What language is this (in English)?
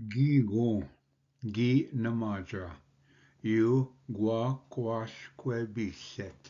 Ojibwa